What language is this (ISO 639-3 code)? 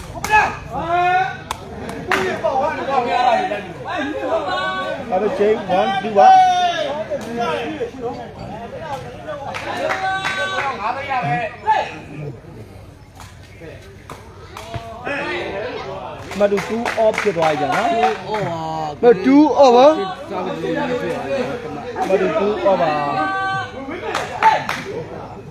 mya